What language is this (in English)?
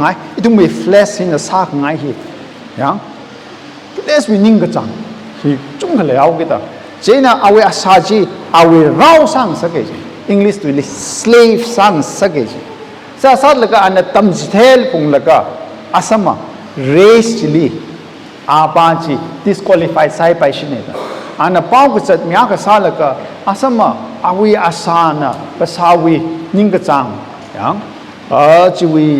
Tangkhul Naga (India)